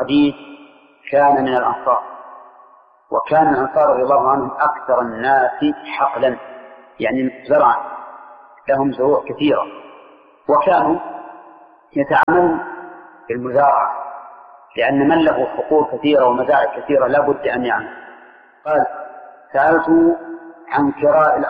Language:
Arabic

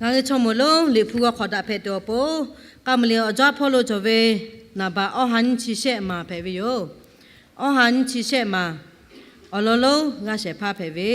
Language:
Lahu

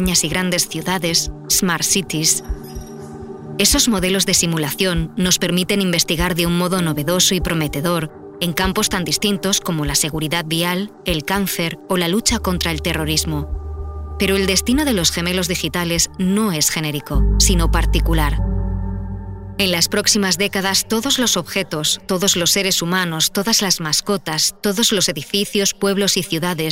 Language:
Spanish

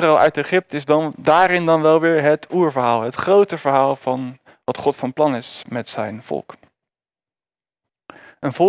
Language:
Dutch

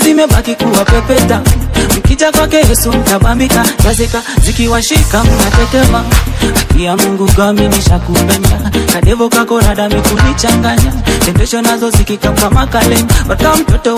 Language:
Swahili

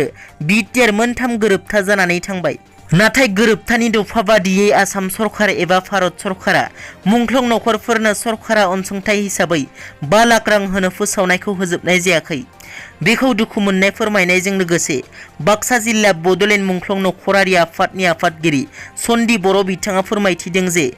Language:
Bodo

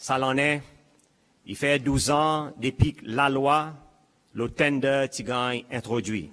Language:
Seselwa Creole French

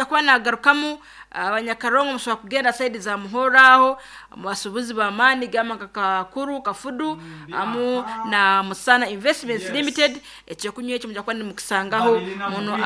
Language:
Nyankole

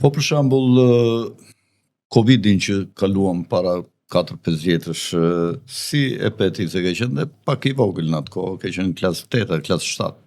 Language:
Albanian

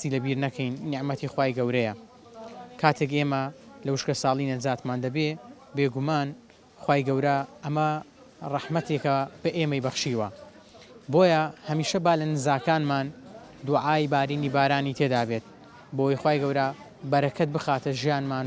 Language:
Central Kurdish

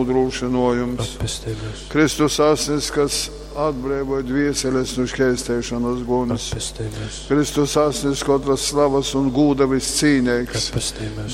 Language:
Latgalian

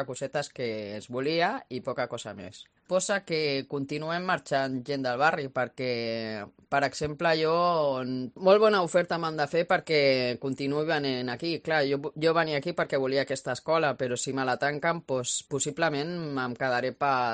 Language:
Catalan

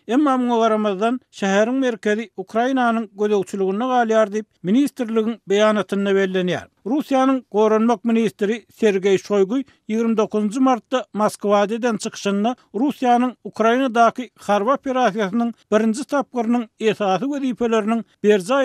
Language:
Turkmen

